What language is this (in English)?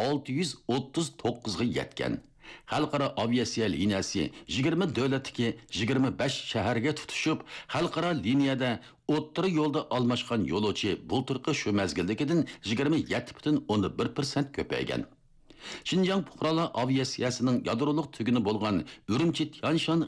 Uyghur